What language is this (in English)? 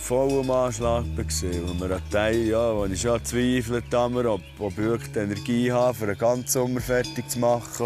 Swiss German